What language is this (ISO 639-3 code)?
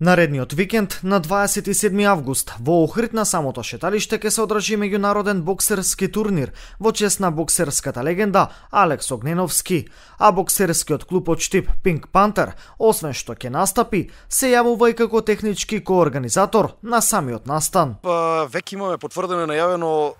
mkd